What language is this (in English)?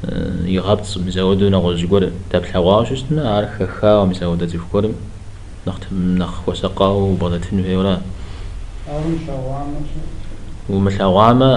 Kabardian